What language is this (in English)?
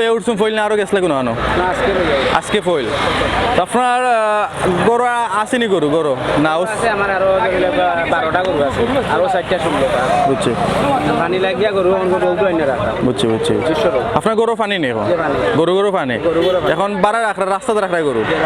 Sylheti